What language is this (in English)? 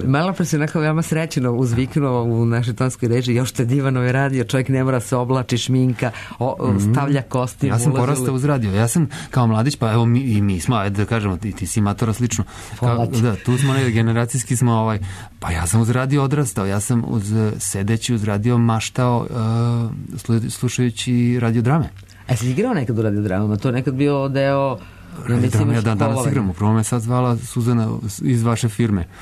Serbian